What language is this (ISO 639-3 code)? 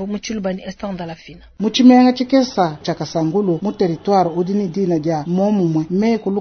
lua